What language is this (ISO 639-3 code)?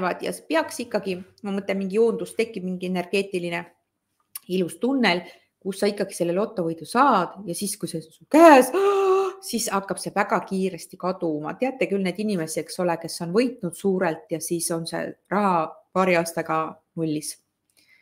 est